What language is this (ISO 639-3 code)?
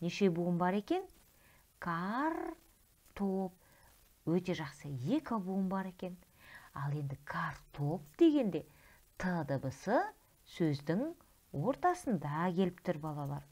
kaz